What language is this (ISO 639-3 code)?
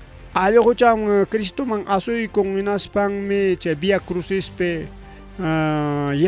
quy